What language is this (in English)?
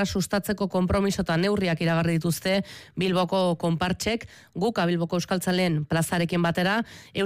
Basque